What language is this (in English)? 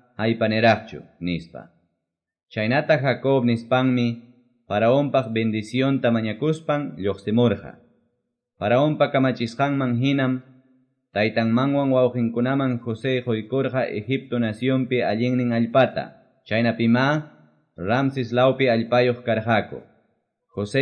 Quechua